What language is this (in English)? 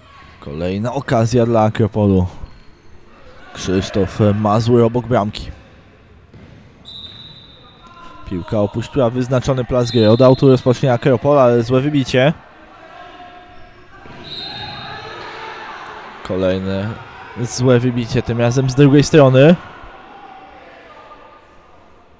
Polish